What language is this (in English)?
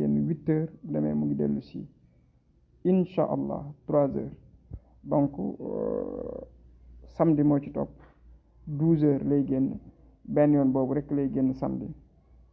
Wolof